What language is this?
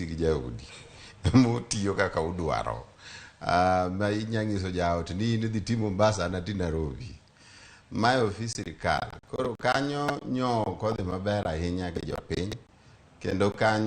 Luo (Kenya and Tanzania)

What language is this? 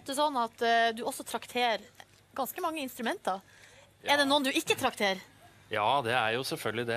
Norwegian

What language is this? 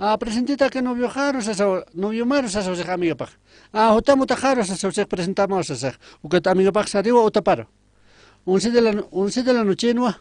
Aymara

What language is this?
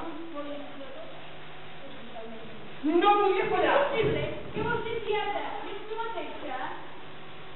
Catalan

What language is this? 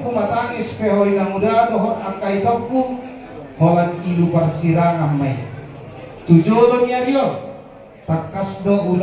Batak Toba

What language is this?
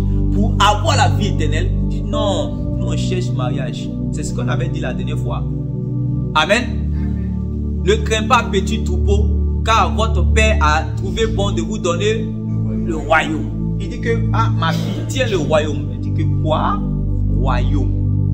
French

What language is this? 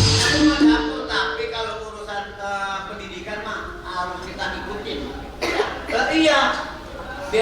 Betawi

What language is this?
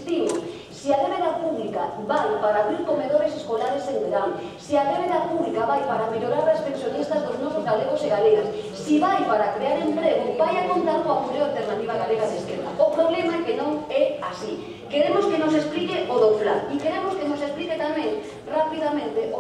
Galician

